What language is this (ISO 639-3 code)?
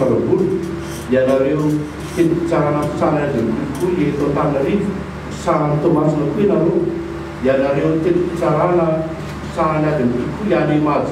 mlg